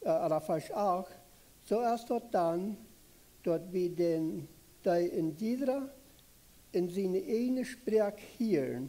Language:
Plautdietsch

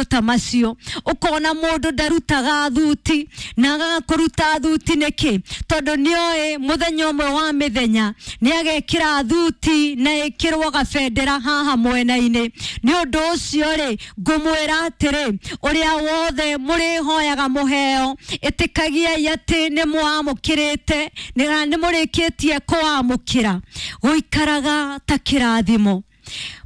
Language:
Kikuyu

